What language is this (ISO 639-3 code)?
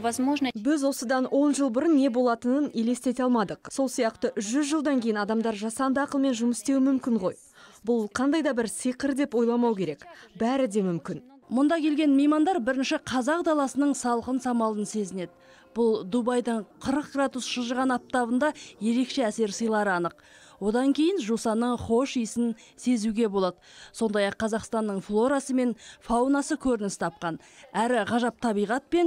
kaz